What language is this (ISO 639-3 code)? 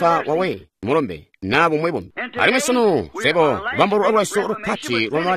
toi